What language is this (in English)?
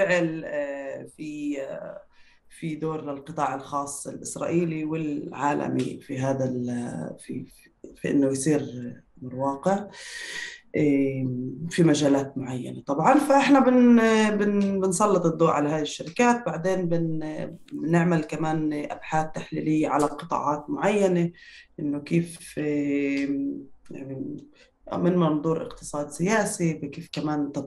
North Levantine Arabic